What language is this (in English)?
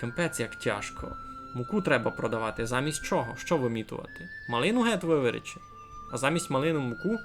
Rusyn